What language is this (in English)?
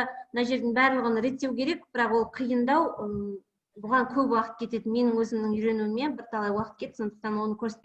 Kazakh